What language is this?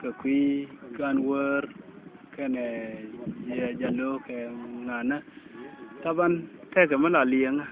Nuer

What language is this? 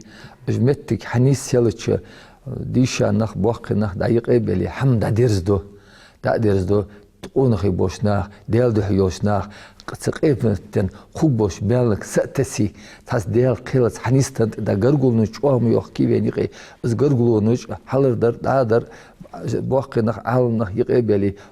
Ingush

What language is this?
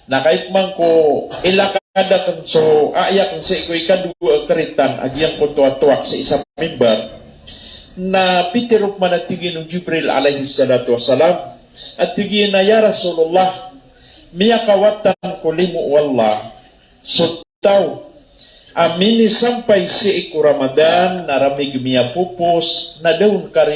Maranao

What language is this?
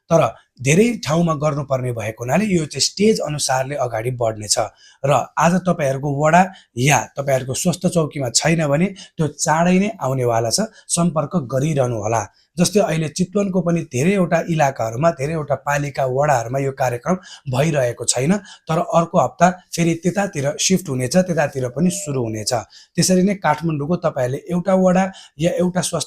Nepali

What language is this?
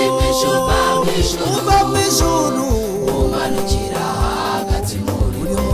Kinyarwanda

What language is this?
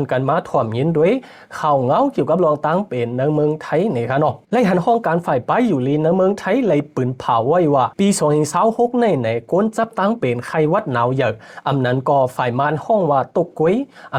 Shan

